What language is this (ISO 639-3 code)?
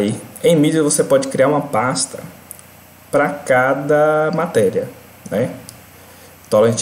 por